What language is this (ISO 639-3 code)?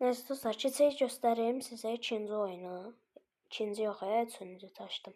aze